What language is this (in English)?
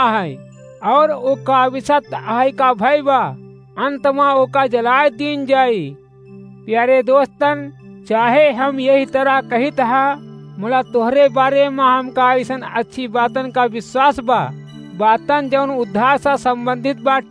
Awadhi